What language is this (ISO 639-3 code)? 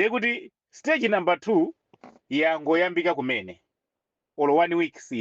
nya